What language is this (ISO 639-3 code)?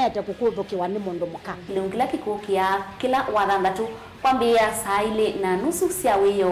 kam